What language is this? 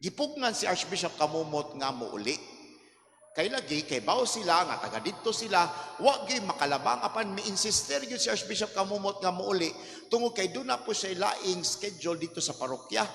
Cebuano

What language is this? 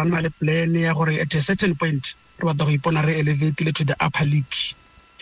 Tswana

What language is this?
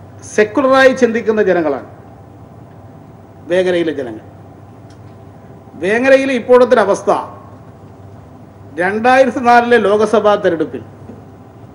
Malayalam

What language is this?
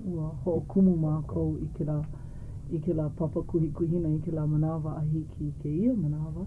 Hawaiian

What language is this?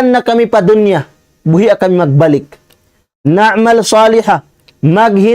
Tausug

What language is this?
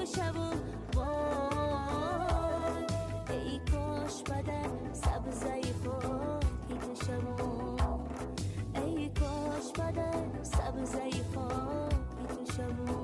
Tajik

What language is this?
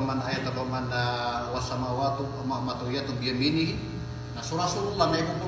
Maranao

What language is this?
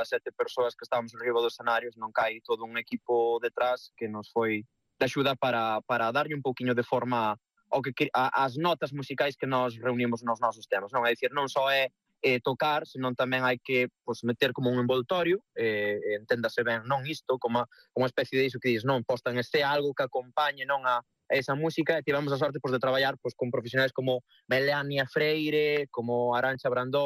Galician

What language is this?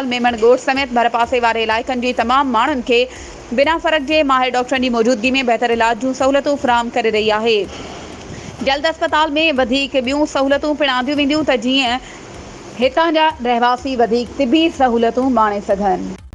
Sindhi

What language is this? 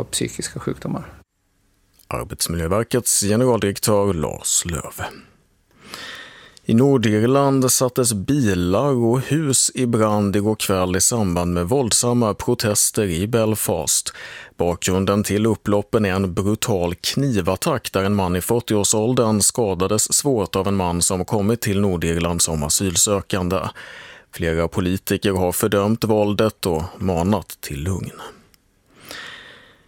Swedish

